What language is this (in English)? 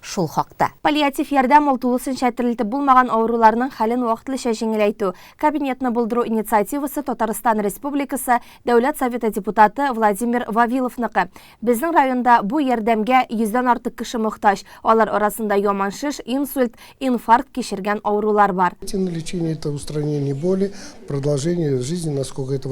Tatar